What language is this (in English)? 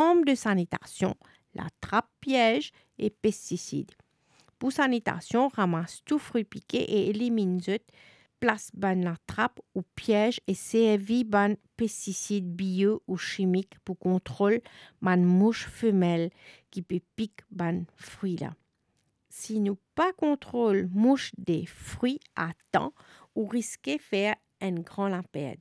Morisyen